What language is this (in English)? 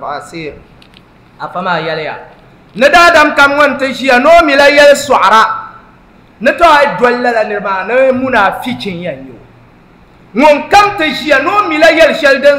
Dagbani